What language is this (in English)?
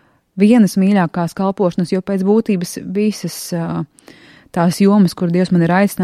Latvian